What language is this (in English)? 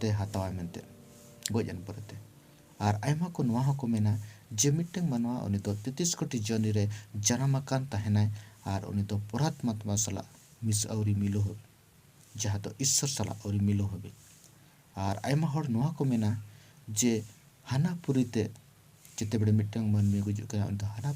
Santali